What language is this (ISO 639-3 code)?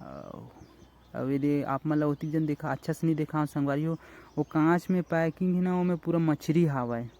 hne